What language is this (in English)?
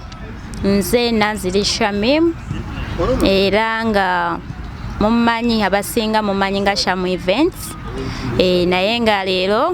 Ganda